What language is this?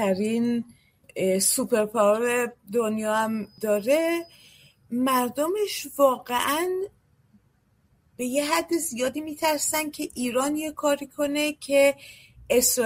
Persian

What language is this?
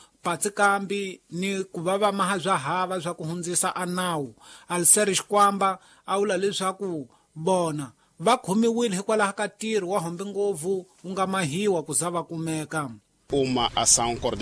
Tsonga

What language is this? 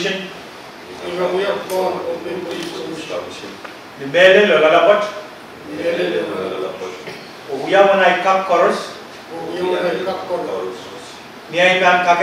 Pohnpeian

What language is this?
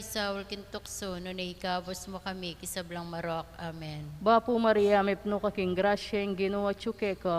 Pampanga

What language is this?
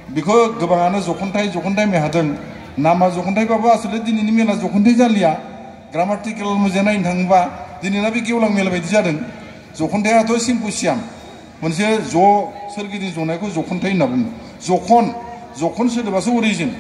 Bodo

